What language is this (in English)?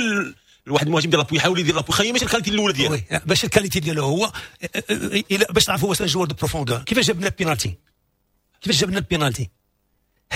Moroccan Arabic